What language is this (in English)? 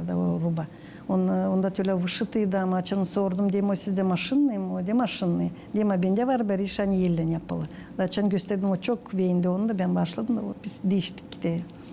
Gagauz